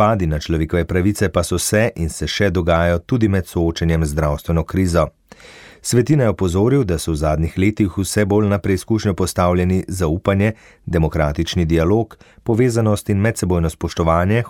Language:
Slovenian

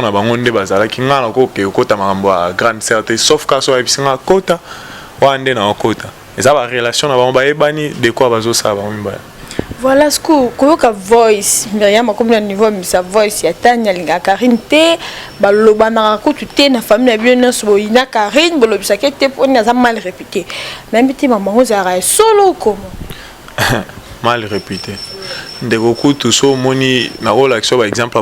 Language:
Lingala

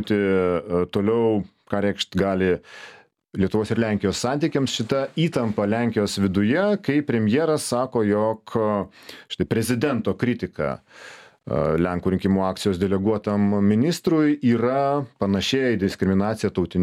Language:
Lithuanian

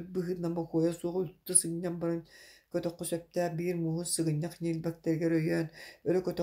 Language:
Yakut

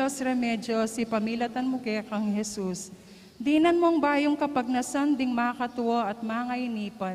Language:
Pampanga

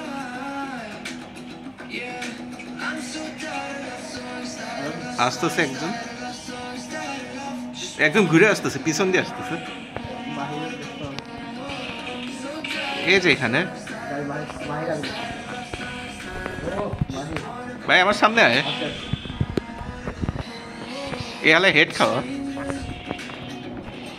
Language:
Bangla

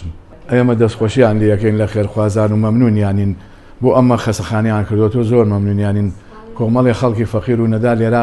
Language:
Central Kurdish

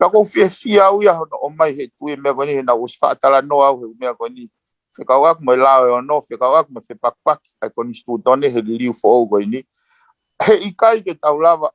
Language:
Tongan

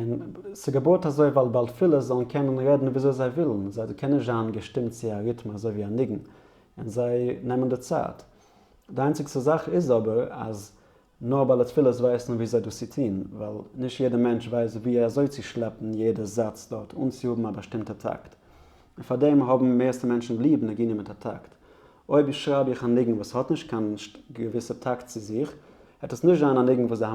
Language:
Yiddish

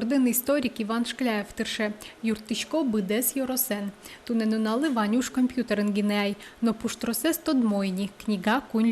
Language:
Udmurt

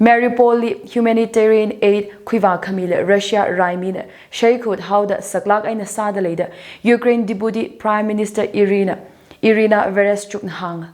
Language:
Tangkhul Naga (India)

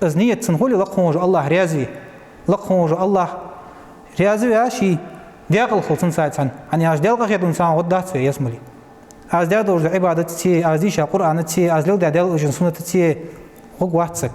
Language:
Ingush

